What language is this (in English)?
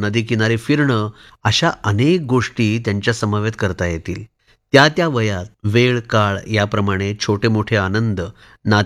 Marathi